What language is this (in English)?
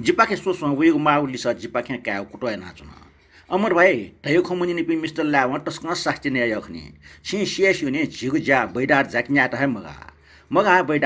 Newari